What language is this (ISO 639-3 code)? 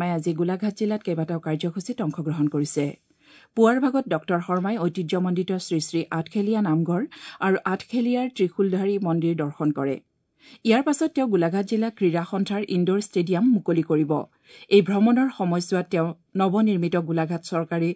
asm